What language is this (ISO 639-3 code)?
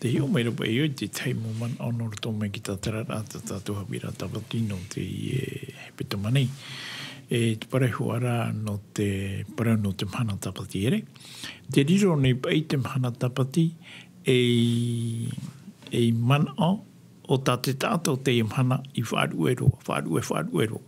tah